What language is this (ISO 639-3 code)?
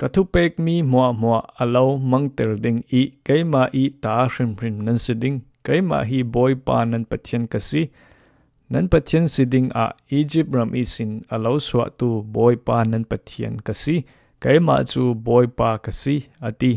cfm